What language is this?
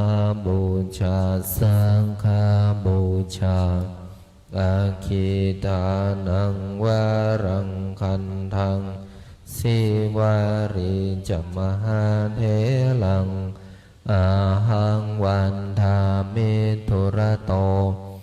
Pali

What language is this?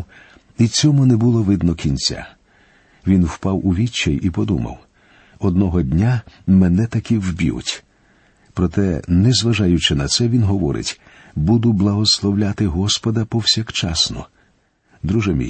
Ukrainian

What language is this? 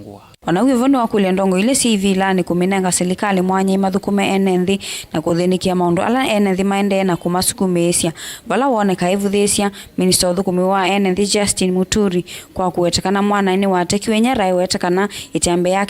Kamba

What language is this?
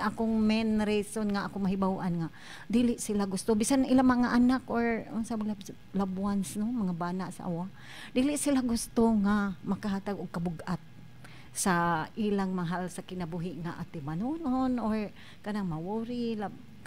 Cebuano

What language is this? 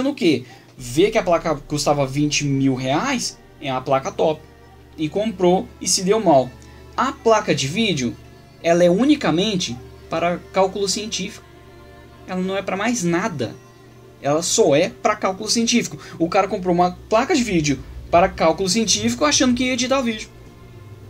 Portuguese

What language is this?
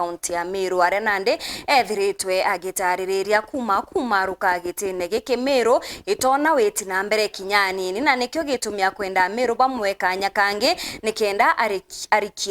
Meru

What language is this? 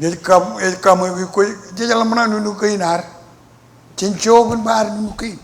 Marshallese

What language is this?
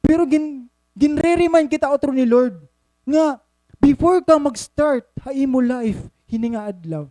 Waray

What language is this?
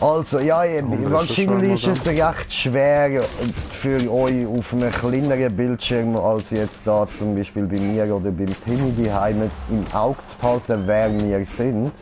Swiss German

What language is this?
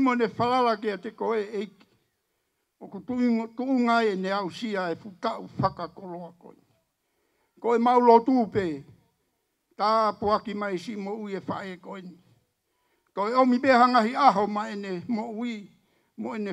Tongan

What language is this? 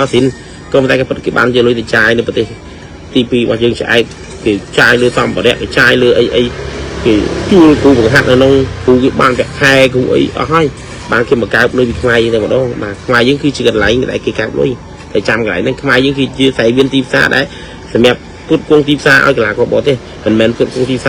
Khmer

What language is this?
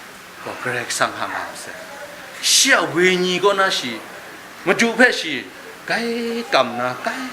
Kachin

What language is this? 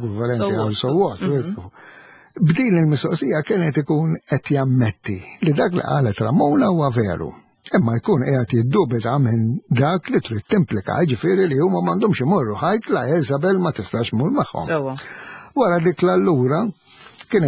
Maltese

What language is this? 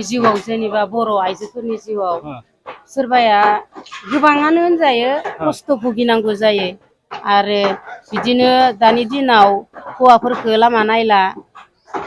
Bodo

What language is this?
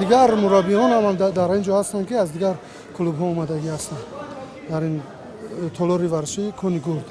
Tajik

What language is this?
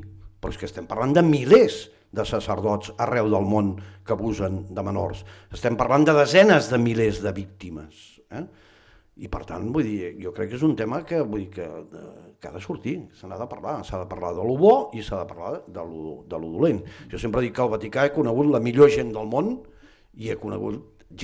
Catalan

